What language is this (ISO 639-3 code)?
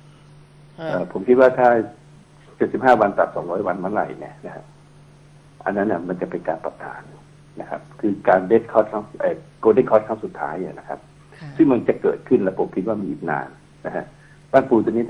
tha